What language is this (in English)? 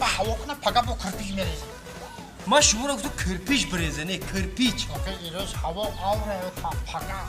Tajik